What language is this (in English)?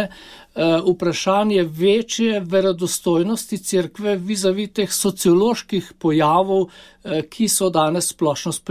Slovenian